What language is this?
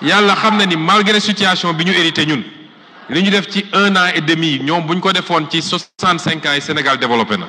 Wolof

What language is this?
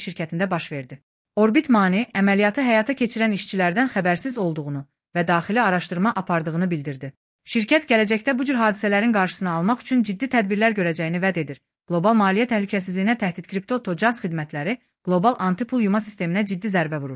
Azerbaijani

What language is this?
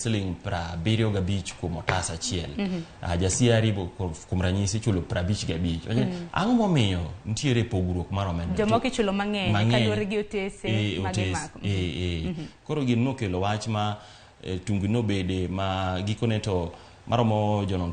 Luo (Kenya and Tanzania)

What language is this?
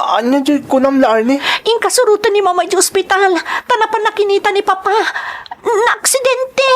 Iloko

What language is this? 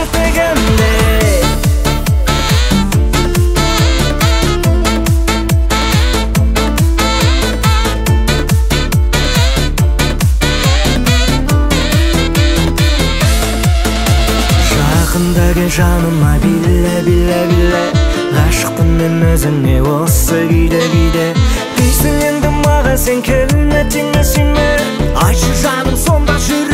Kazakh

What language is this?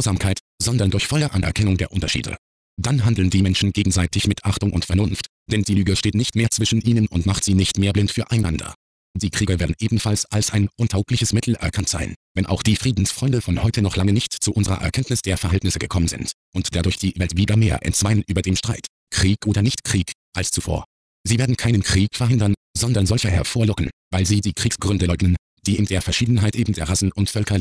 German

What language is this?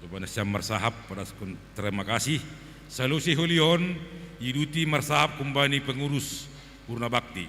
Batak Simalungun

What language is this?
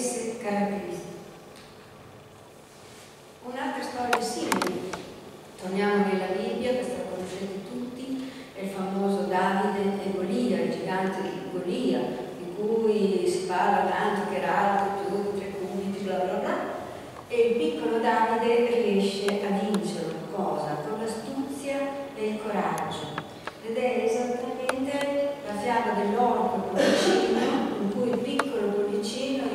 Italian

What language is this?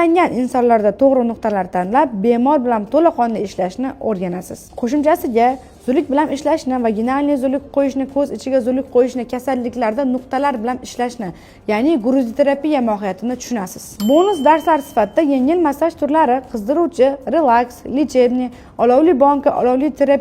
Uzbek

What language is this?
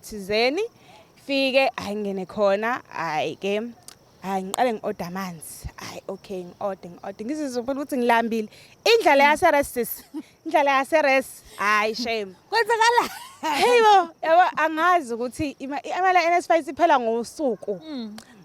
Zulu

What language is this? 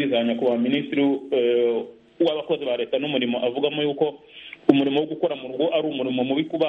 Kinyarwanda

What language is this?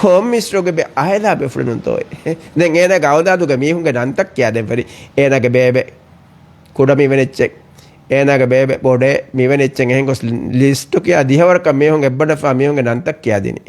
Divehi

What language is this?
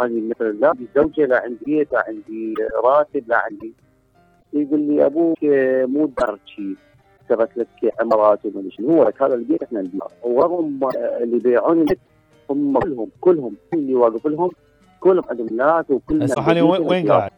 Mesopotamian Arabic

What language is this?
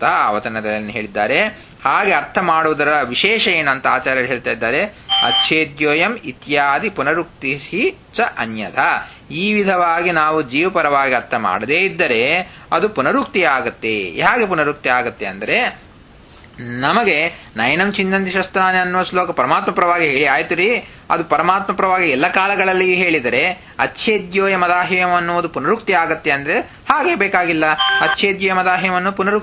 Kannada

